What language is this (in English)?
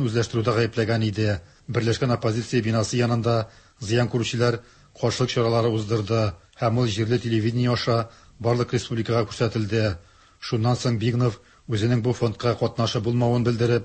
Tatar